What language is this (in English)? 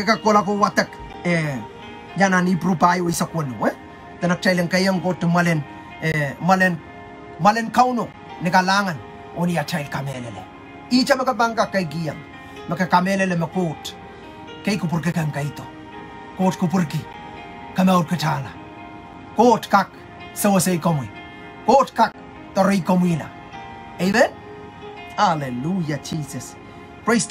Pohnpeian